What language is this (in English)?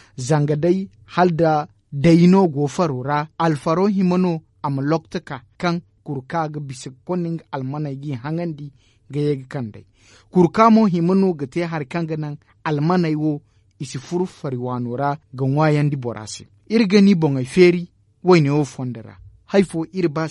Zarma